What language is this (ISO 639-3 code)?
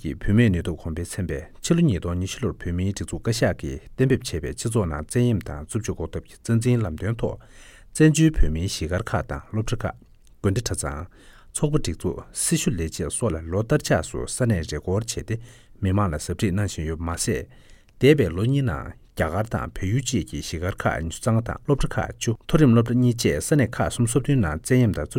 bod